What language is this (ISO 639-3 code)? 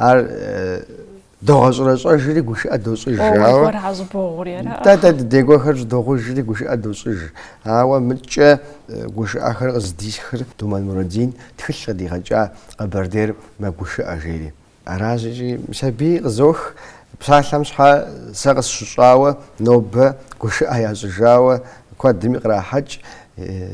kbd